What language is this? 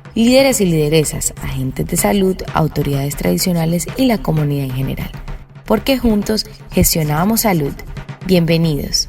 Wayuu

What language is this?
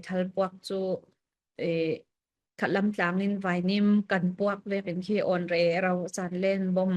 Falam Chin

